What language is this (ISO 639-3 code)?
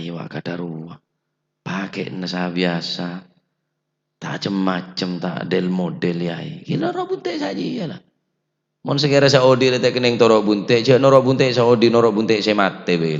mad